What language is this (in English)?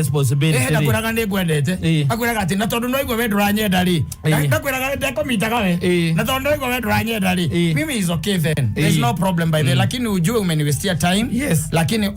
Kikuyu